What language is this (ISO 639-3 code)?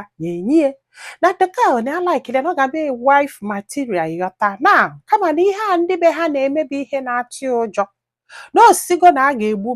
ibo